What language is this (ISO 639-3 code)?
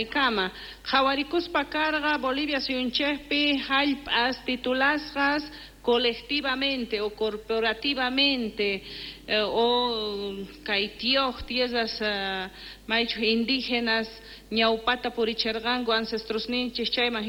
quh